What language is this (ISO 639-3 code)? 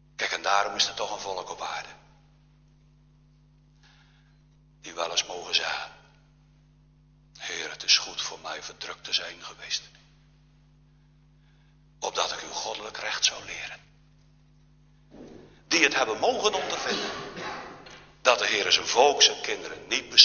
nld